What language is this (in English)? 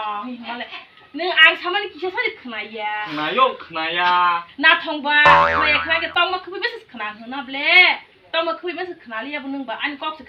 Kok Borok